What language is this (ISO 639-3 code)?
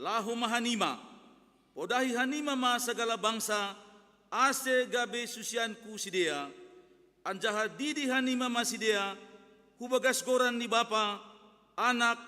bts